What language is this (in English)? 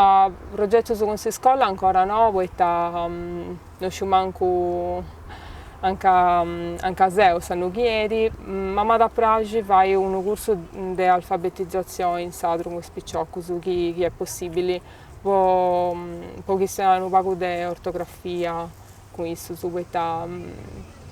Sardinian